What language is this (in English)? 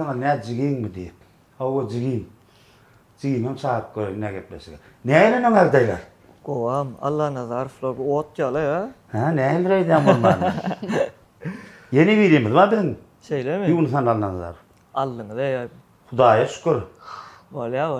Turkmen